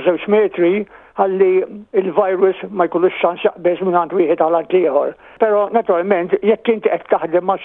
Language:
Maltese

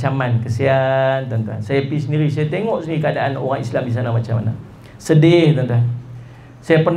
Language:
Malay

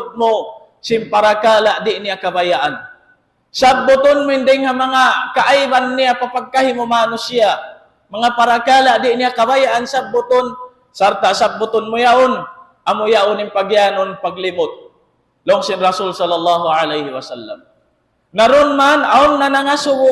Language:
Tausug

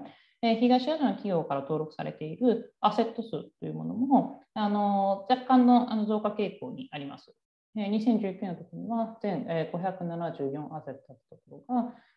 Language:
Japanese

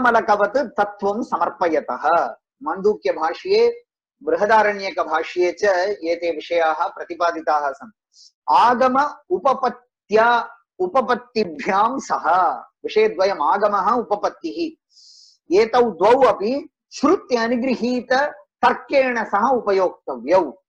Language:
Sanskrit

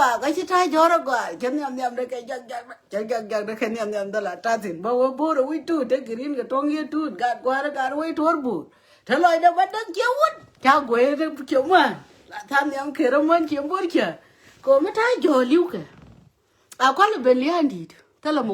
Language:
Nuer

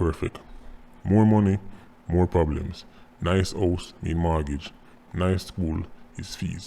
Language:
Jamaican Creole English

